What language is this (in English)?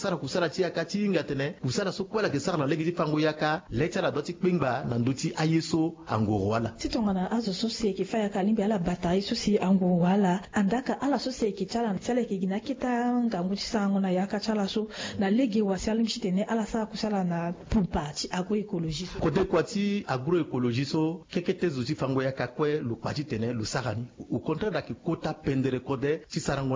Sango